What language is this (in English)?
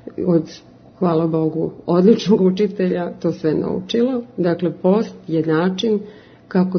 Serbian